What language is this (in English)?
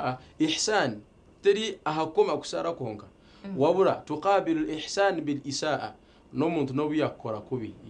Nyankole